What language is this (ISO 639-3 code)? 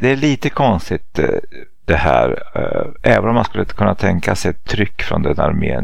swe